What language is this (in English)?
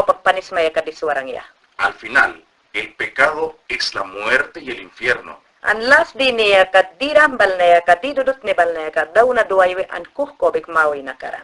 Mayangna